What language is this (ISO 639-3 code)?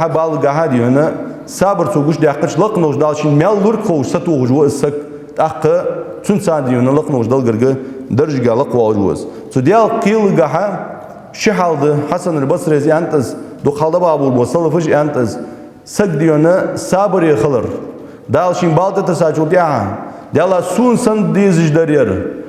inh